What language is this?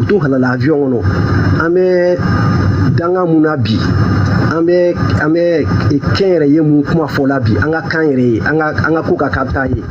Bambara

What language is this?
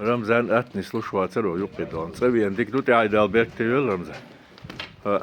Chechen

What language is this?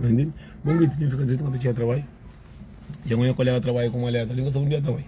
Kabuverdianu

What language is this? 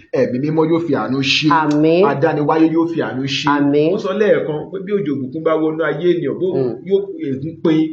Yoruba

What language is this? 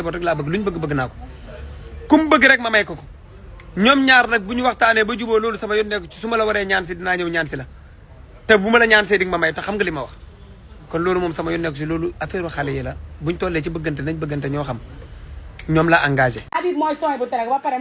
Wolof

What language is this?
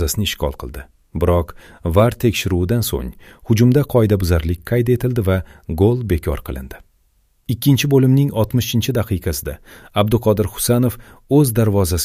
Uzbek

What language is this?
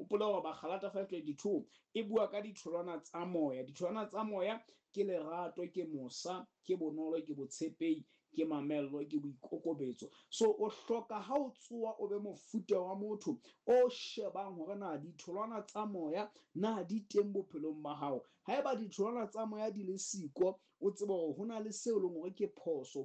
Southern Sotho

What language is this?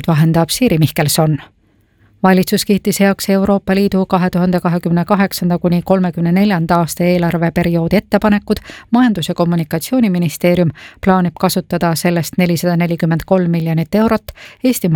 Estonian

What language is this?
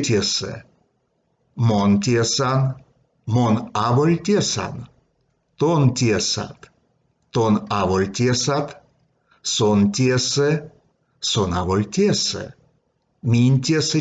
Erzya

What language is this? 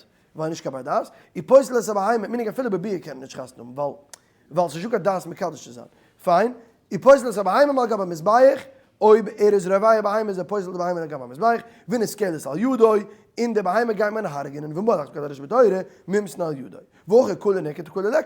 Yiddish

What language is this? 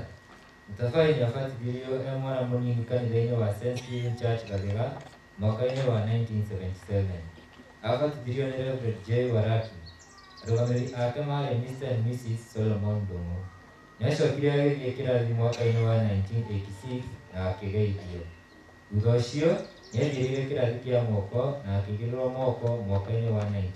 Kikuyu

